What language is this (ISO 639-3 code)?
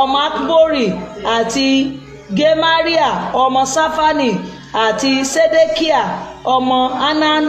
yor